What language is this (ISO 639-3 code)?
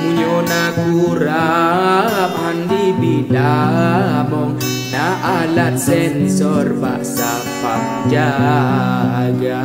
ace